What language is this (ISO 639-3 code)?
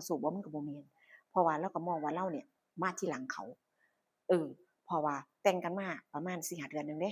tts